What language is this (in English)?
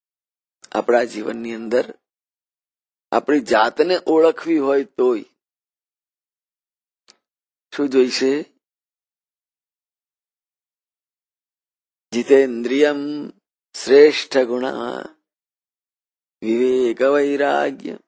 Gujarati